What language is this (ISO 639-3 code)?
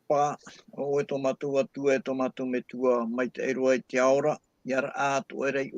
tah